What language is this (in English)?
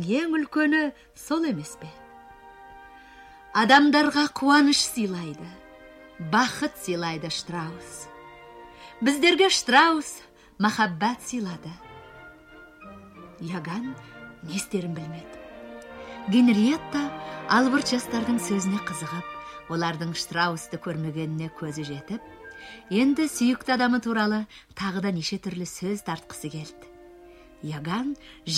Kazakh